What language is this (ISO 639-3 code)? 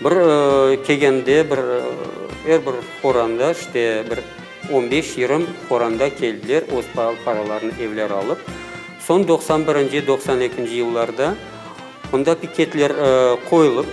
crh